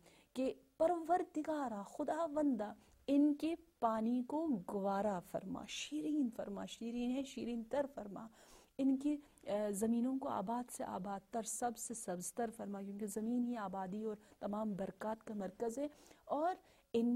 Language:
Urdu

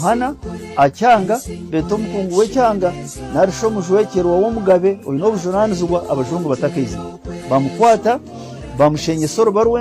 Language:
Nyankole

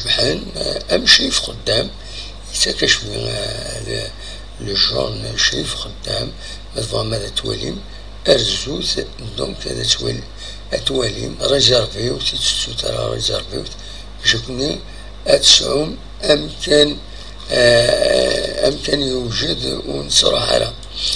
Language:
Kabyle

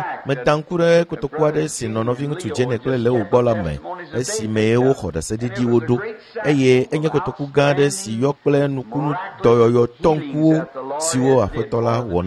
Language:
Ewe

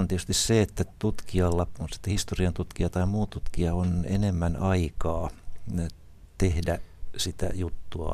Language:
Finnish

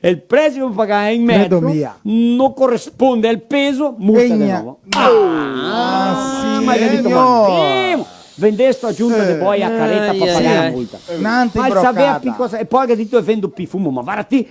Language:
Venetian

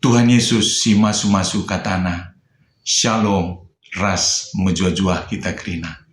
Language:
Batak Karo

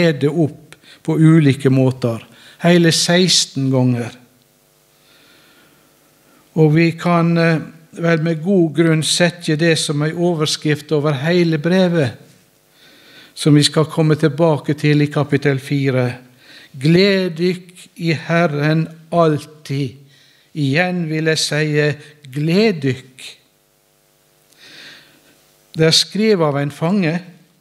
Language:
Norwegian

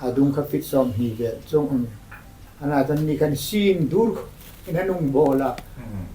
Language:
Hmar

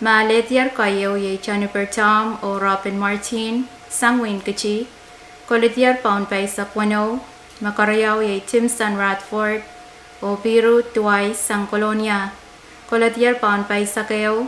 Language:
Pohnpeian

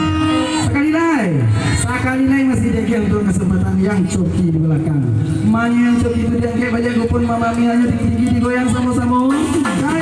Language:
Minangkabau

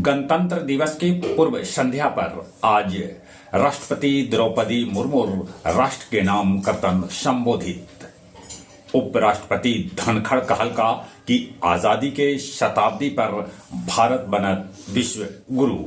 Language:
Magahi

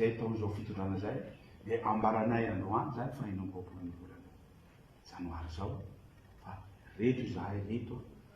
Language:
Malagasy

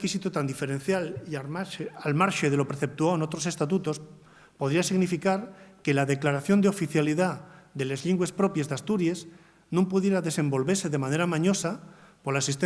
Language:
Asturian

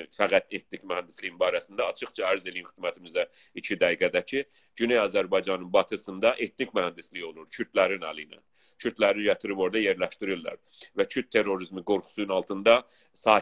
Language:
South Azerbaijani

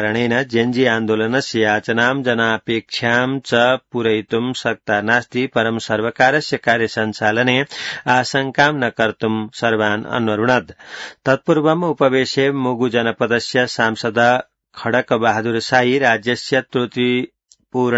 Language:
Sanskrit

